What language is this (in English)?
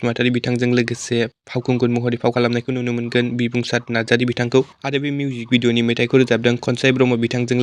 Bodo